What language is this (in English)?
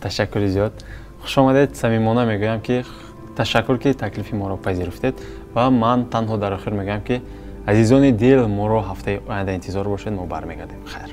Tajik